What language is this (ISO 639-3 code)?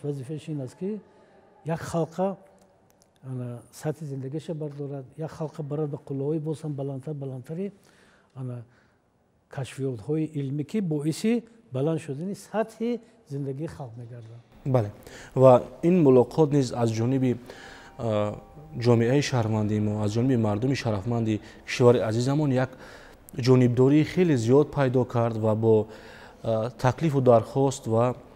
tgk